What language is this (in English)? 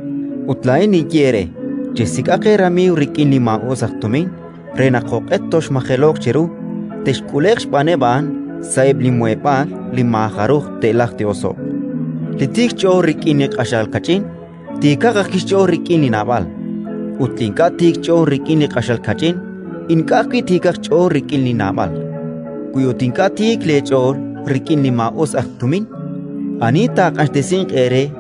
Kekchí